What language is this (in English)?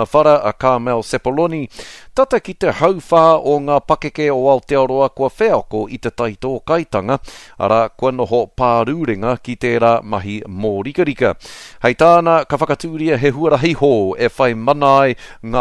Māori